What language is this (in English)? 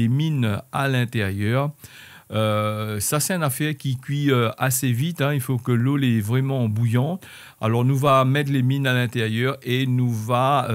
Réunion Creole French